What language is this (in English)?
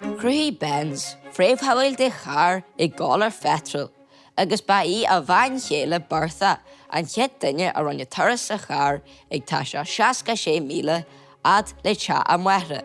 Irish